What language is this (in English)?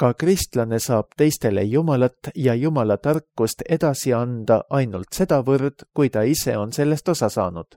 Estonian